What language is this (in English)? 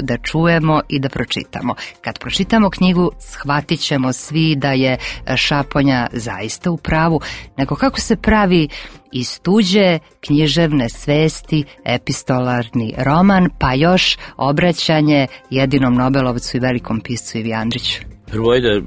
Serbian